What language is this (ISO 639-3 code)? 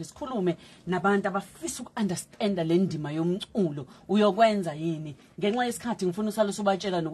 zul